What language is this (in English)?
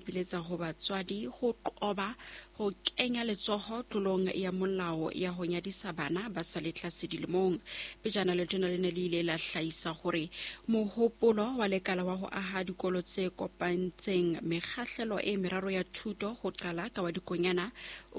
Southern Sotho